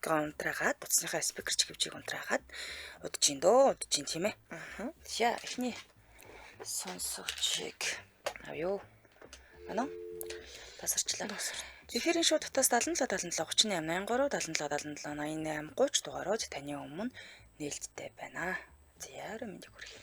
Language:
Mongolian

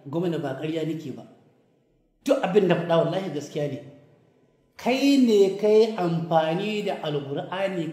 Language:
Hausa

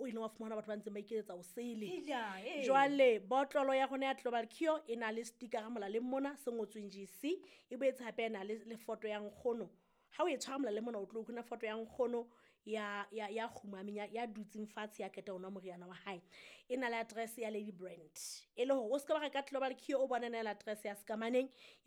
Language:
Southern Sotho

